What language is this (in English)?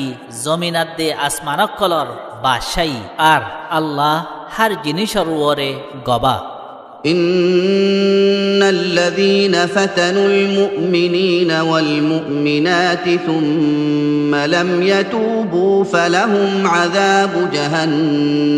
Rohingya